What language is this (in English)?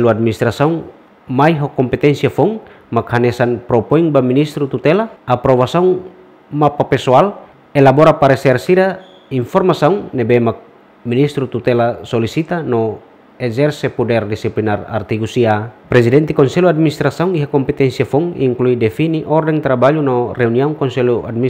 Tetum